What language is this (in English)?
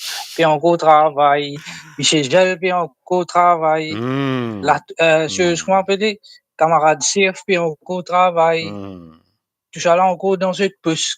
Morisyen